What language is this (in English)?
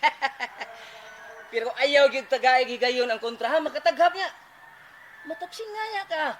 Cebuano